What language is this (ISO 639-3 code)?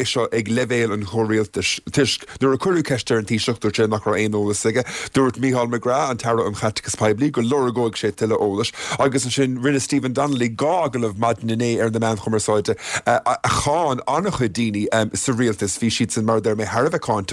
gle